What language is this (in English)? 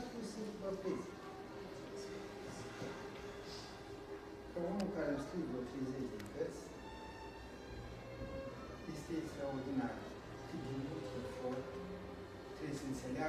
Romanian